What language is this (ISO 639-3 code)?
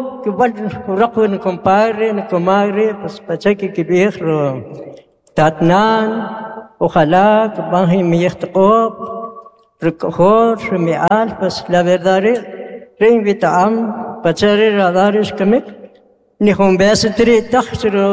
quc